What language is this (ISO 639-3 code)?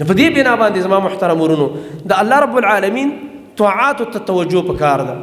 pus